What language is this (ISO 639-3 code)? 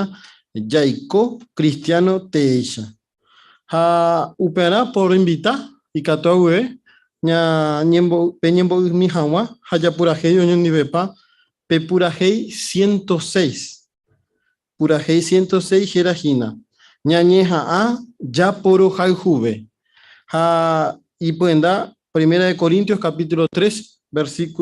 grn